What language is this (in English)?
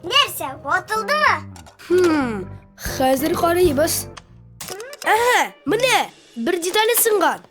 Tatar